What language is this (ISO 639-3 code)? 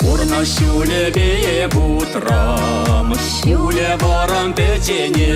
chv